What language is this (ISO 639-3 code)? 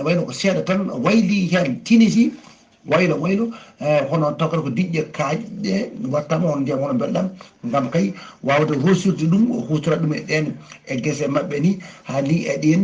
ful